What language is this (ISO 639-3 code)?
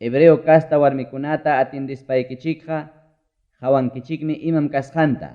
quy